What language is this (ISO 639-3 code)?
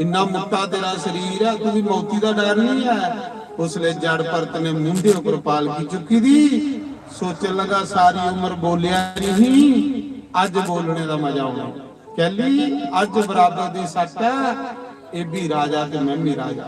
doi